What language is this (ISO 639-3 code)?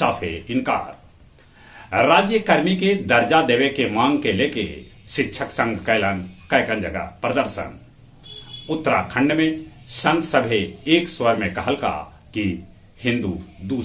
mag